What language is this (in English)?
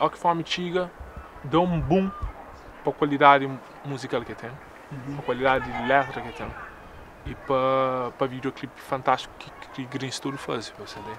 Kabuverdianu